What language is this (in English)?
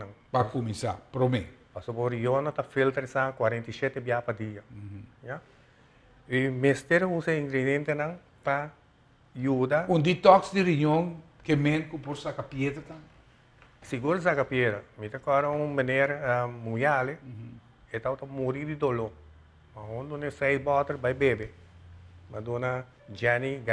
Papiamento